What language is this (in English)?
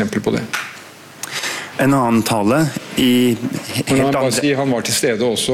Norwegian